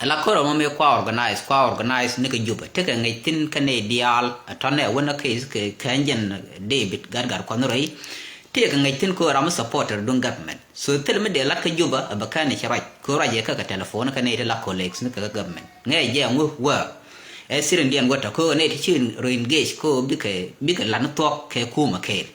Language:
Nuer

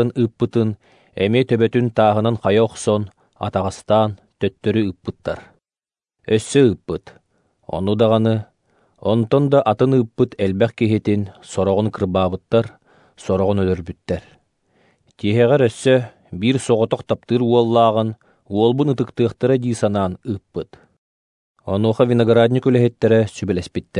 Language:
Yakut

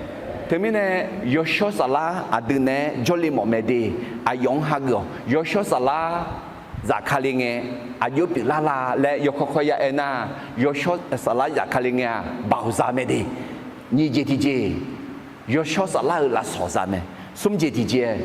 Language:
Akha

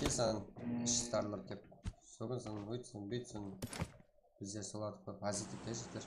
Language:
Kara-Kalpak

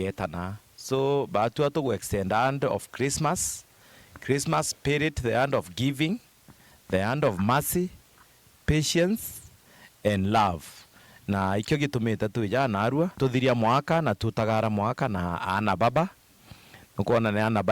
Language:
Meru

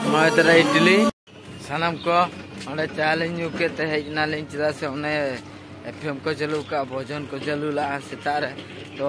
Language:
Santali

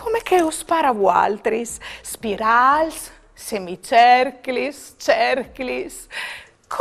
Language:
Friulian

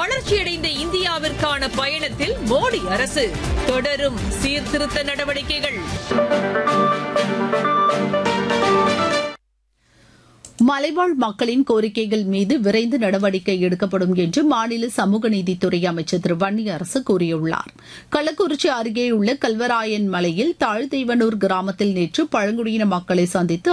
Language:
Tamil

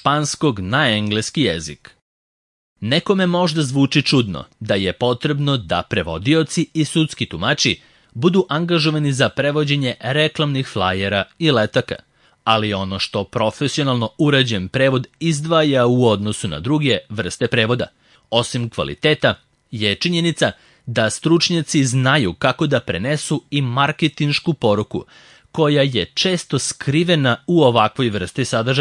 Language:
Serbian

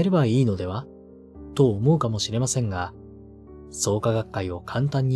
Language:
Japanese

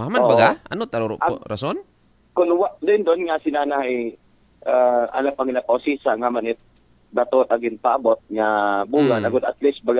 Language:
Aklanon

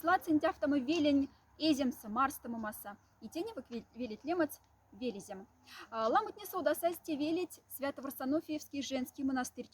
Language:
Moksha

